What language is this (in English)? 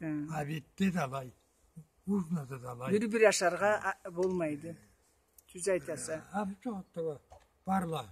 Karachay-Balkar